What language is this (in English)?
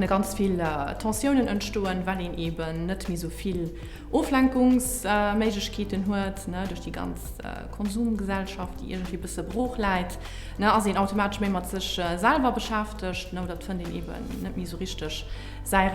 Luxembourgish